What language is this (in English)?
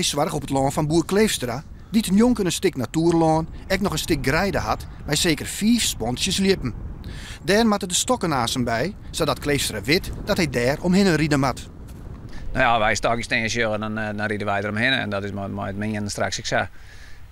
Western Frisian